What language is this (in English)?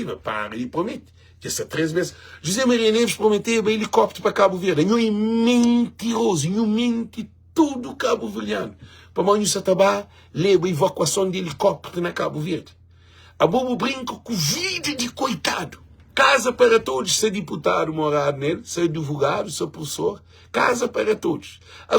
Kabuverdianu